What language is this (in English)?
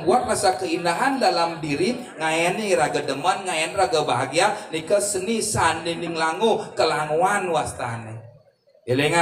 Balinese